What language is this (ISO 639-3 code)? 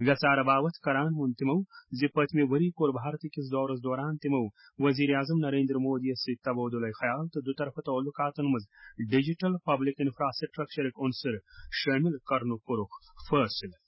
kas